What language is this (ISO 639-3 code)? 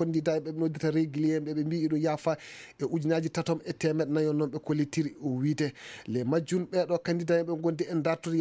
ful